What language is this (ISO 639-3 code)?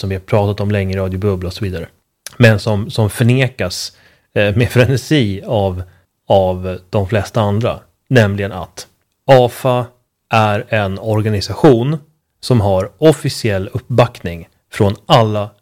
swe